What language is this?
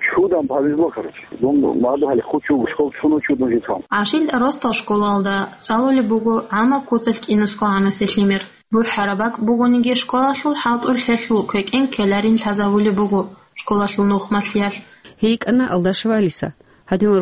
Avaric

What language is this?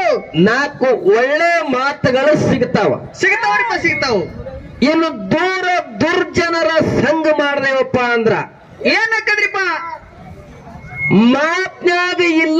Kannada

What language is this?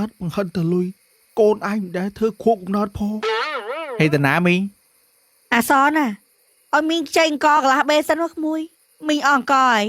Khmer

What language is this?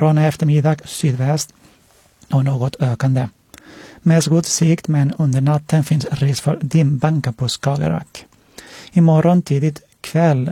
Swedish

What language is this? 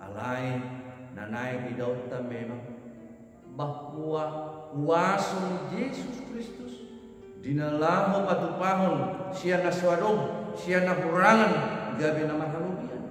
Batak Toba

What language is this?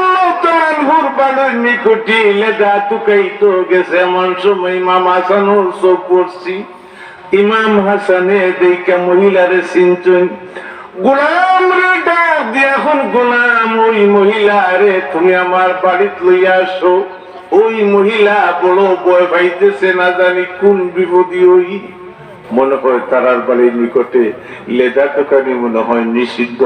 Sylheti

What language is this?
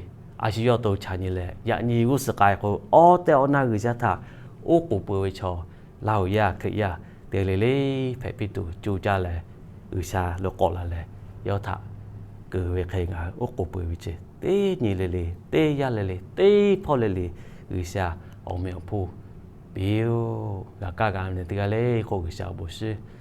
Lahu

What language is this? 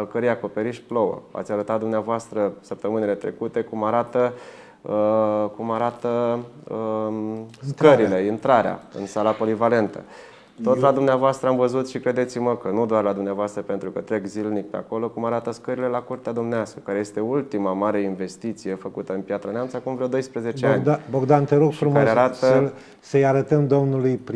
Romanian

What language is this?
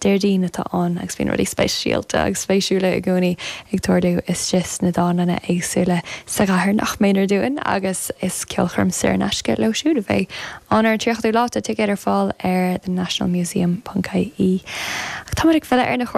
Irish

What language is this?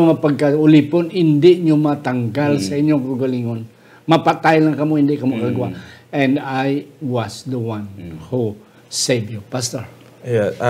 Hiligaynon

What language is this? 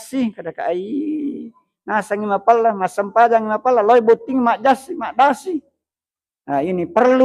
Buginese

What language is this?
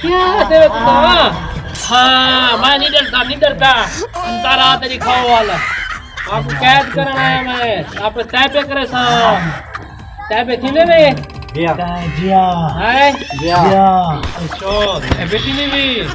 Saraiki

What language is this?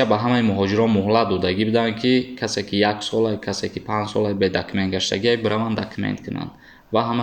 Tajik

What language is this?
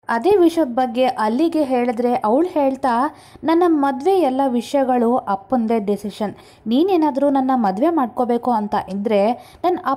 Kannada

